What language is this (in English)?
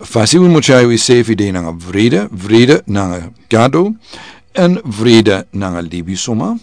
Sranan Tongo